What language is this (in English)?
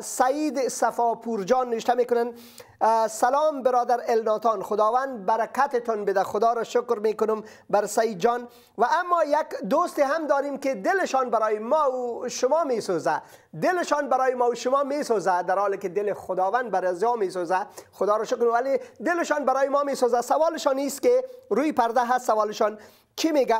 Persian